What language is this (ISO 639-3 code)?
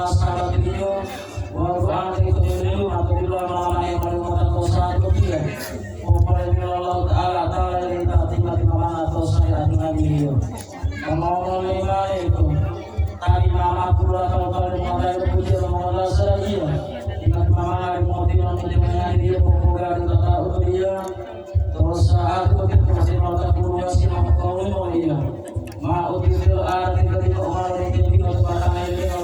gor